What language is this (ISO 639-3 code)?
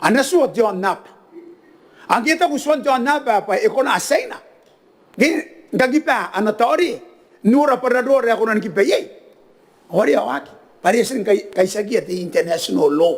gil